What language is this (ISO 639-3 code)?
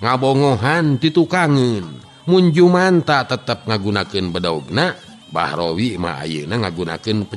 sun